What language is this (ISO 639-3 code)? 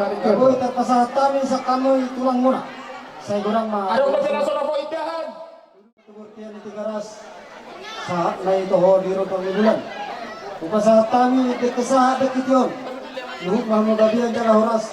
bbc